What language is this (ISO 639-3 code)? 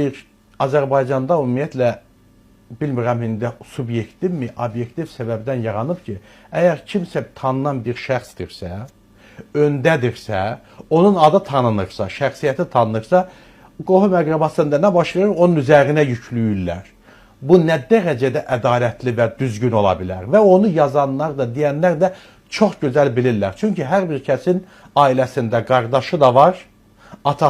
aze